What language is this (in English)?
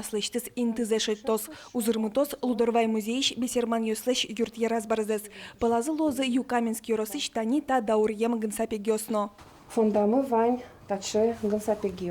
Udmurt